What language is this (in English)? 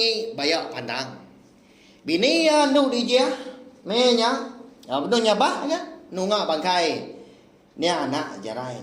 Iban